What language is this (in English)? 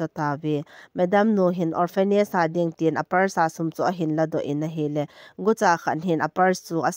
Thado Chin